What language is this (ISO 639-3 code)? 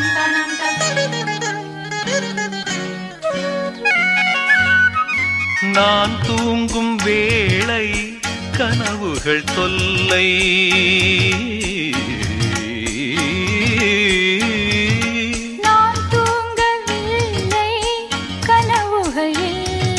tam